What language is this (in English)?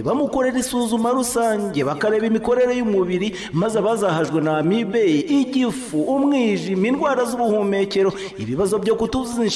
Kinyarwanda